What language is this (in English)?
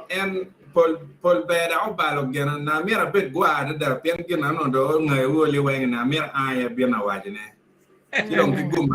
Acoli